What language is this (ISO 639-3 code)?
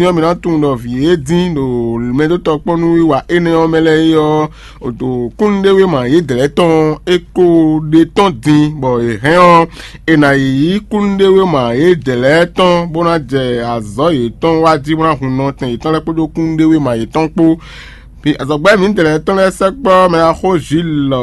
fon